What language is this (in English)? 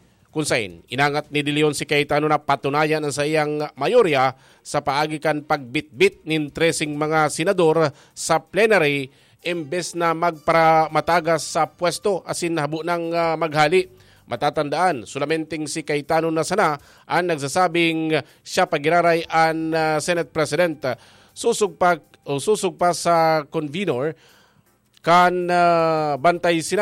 Bikol